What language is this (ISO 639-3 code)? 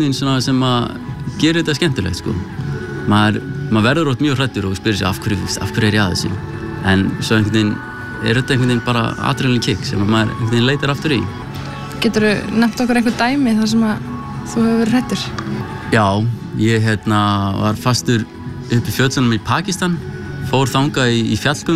isl